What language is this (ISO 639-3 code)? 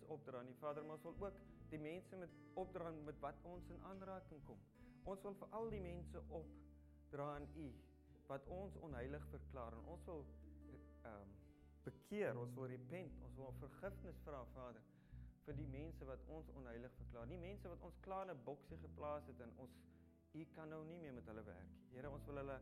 afr